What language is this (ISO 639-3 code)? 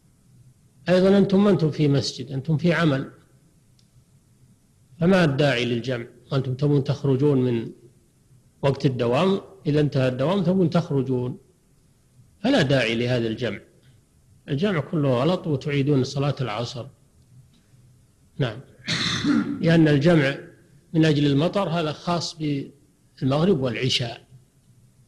ara